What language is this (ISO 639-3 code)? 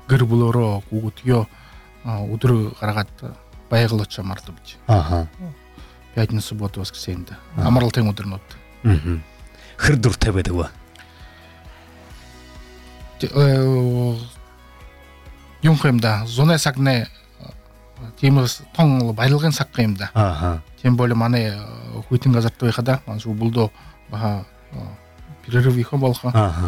bua